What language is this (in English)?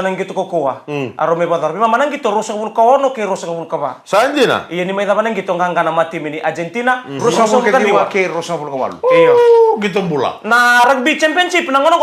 Fijian